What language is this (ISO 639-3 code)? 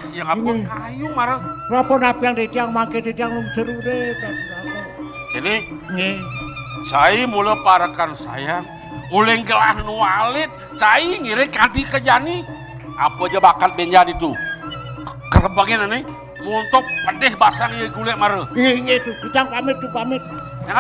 ban